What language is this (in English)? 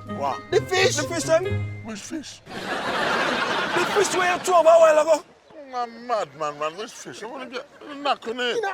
Jamaican Creole English